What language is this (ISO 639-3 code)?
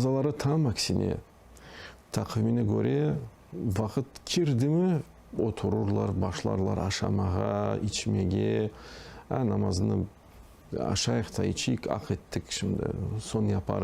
crh